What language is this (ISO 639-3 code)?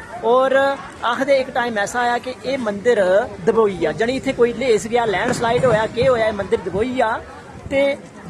doi